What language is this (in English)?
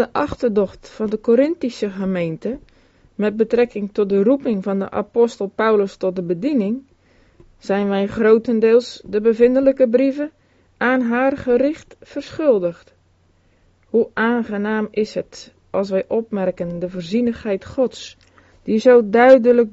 Dutch